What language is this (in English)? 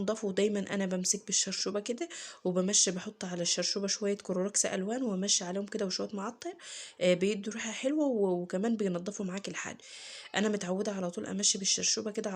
Egyptian Arabic